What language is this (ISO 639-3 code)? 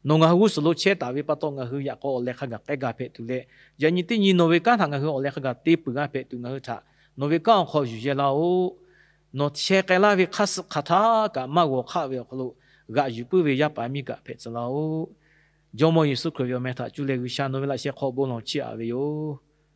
lhu